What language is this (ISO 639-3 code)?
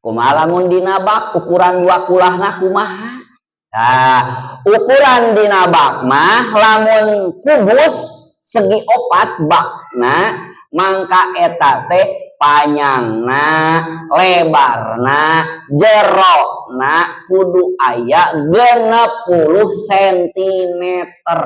sun